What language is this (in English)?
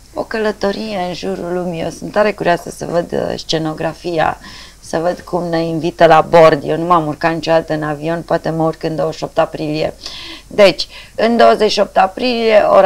Romanian